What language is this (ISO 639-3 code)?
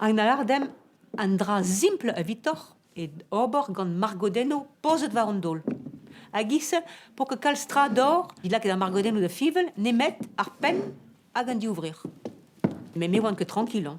bre